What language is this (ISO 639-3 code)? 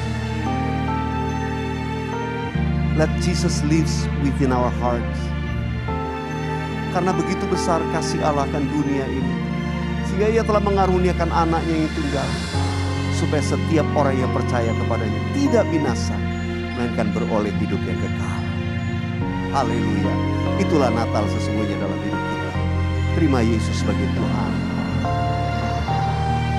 ind